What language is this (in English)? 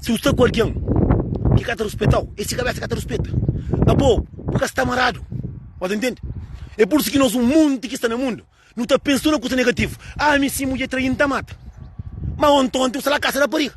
Kabuverdianu